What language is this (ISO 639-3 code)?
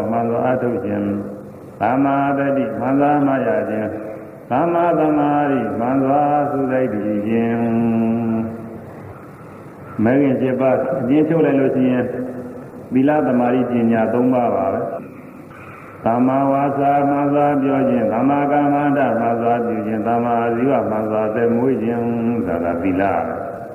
mya